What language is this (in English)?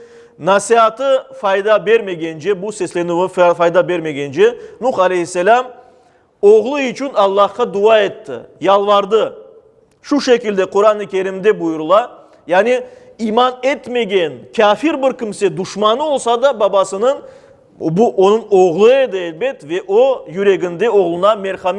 Crimean Tatar